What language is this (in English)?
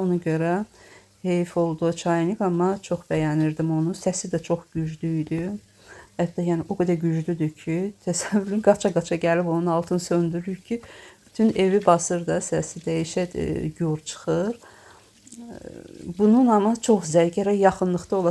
Azerbaijani